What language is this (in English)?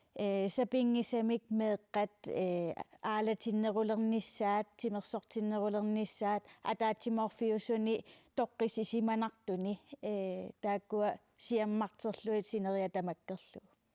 Kalaallisut